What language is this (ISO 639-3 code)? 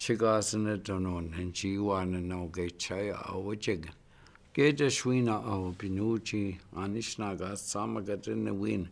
ciw